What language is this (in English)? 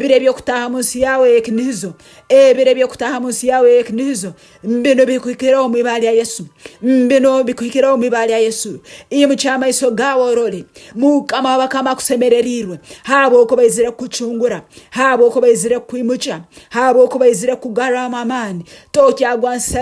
Nyankole